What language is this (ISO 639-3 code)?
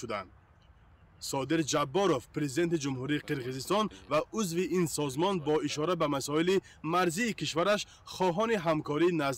tgk